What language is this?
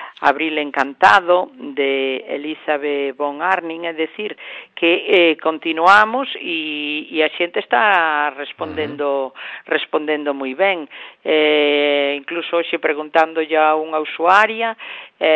Galician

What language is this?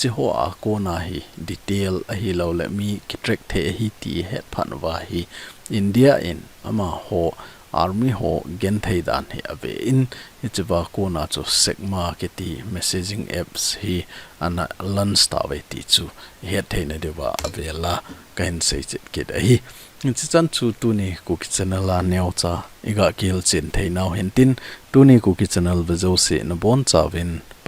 Thado Chin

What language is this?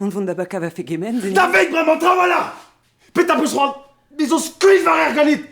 Breton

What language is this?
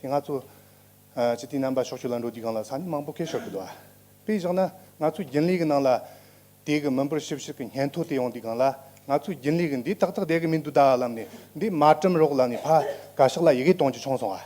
Tibetan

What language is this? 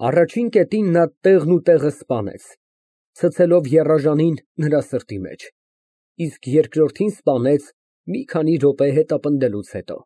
Armenian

